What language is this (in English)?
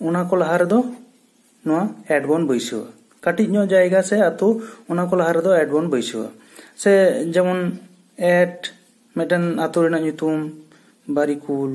Santali